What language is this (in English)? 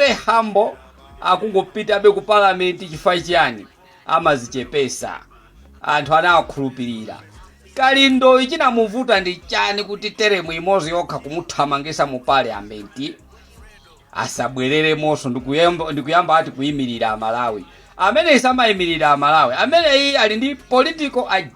Nyanja